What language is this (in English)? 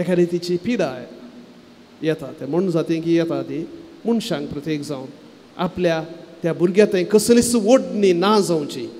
Konkani